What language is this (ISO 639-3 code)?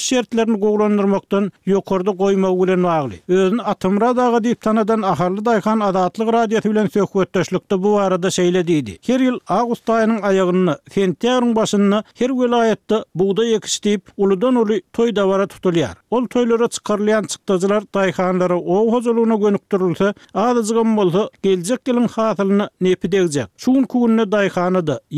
tuk